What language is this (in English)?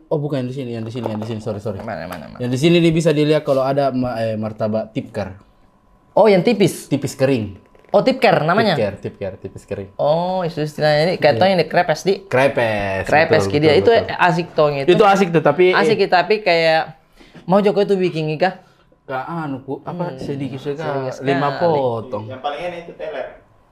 Makassar Malay